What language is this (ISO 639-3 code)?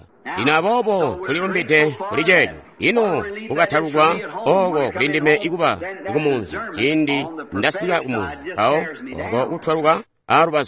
toi